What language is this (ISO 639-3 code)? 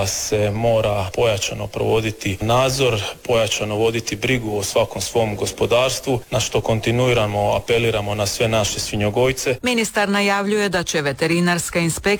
hrv